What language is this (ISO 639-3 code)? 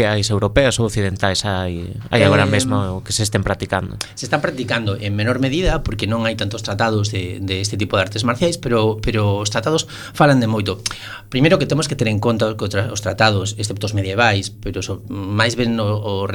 glg